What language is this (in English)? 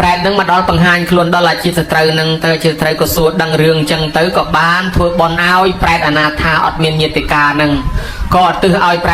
Khmer